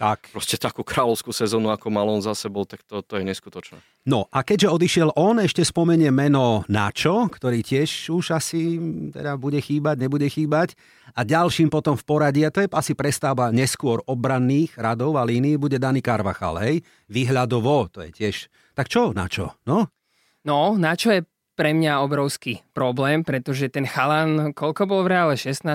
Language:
Slovak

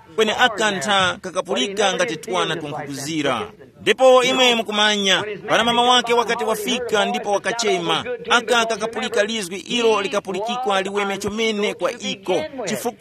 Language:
Tumbuka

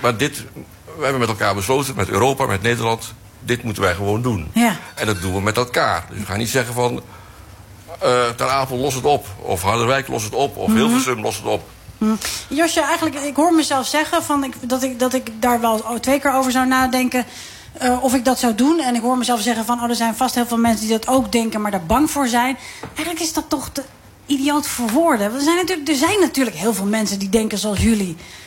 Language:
Dutch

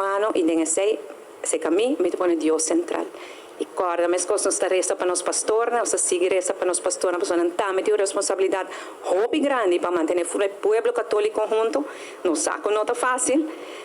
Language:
Papiamento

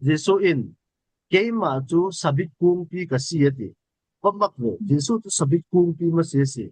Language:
Falam Chin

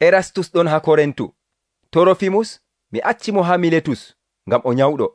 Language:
Nigerian Fulfulde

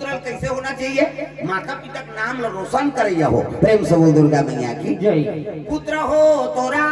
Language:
Chhattisgarhi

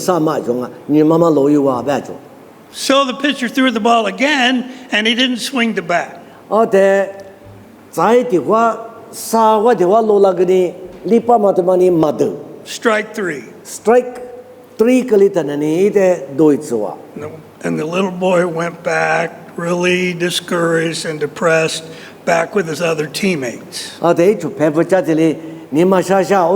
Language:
Lisu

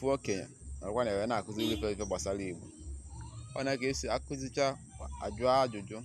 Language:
Igbo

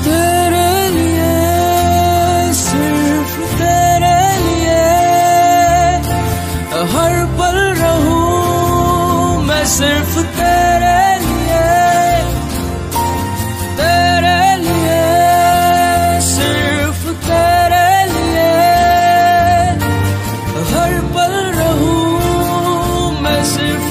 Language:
Hindi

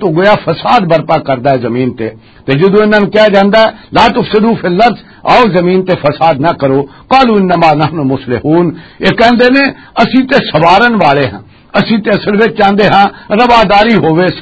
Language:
Western Panjabi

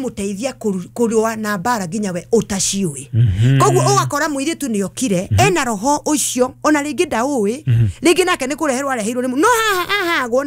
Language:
Kikuyu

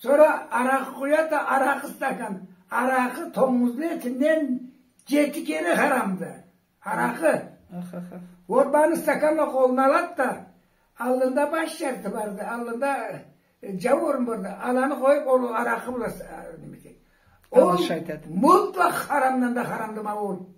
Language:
Karachay-Balkar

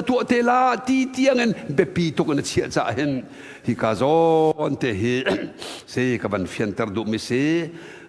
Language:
Hakha Chin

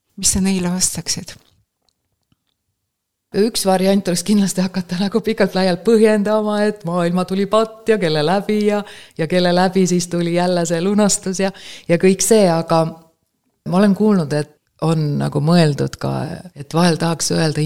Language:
Estonian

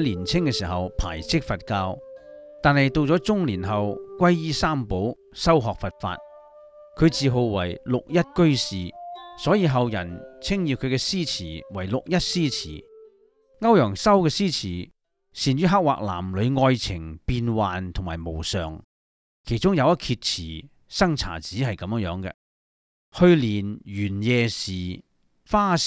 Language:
Cantonese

